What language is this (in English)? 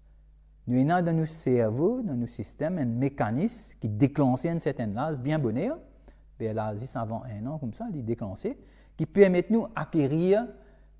Morisyen